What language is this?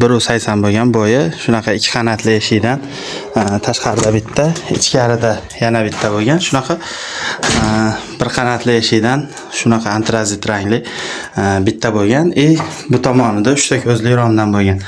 Uzbek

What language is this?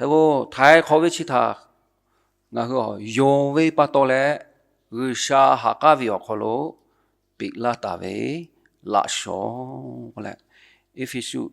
Lahu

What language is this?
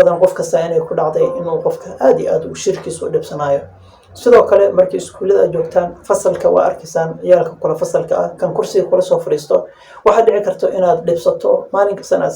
Somali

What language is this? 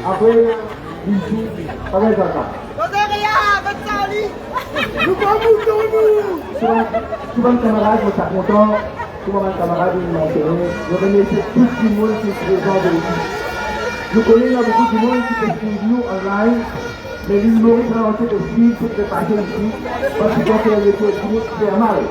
Morisyen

